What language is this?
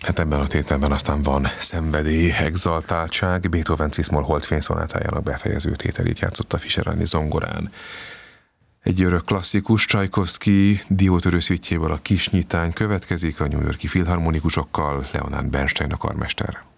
Hungarian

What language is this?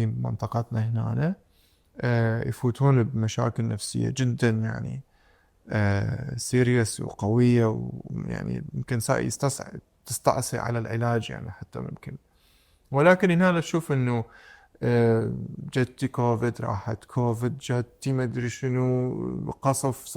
Mesopotamian Arabic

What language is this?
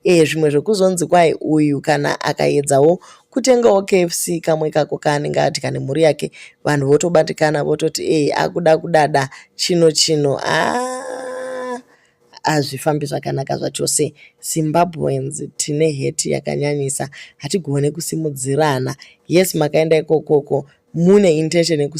Shona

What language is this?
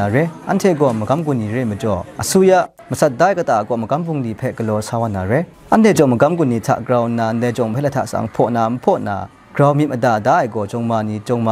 Kachin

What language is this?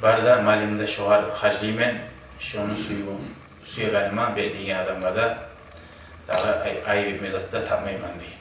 Kumyk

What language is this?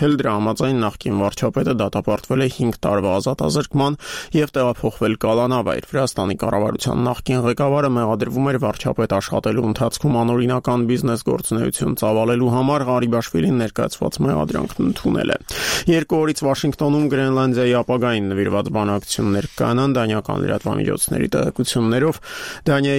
Armenian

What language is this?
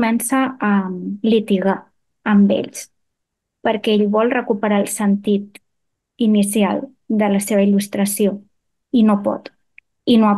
Catalan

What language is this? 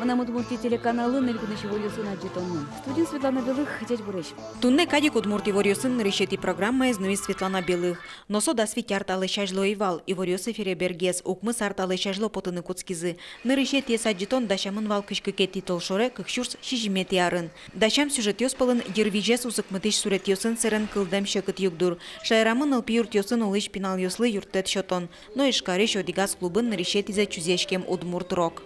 Udmurt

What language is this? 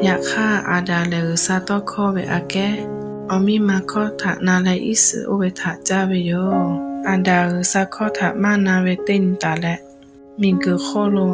Lahu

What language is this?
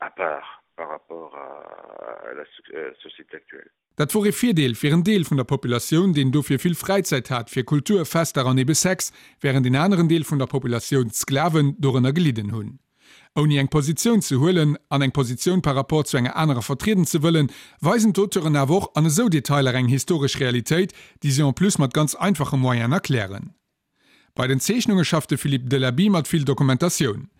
Luxembourgish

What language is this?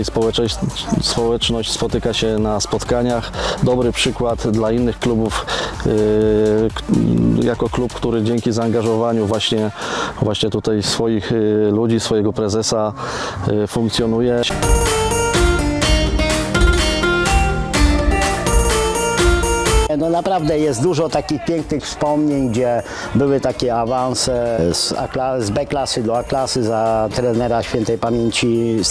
Polish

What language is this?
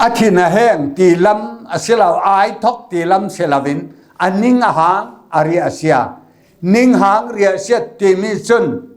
Falam Chin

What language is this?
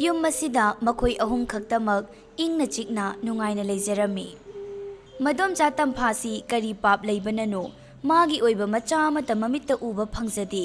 Manipuri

